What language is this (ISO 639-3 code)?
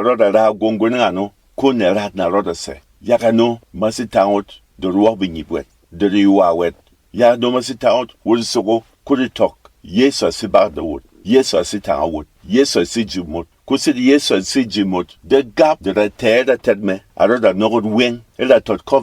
bom